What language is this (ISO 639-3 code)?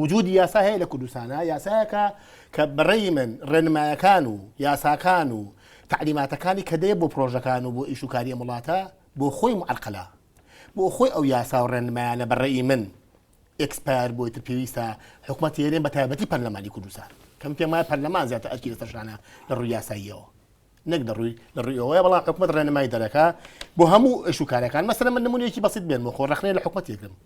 ckb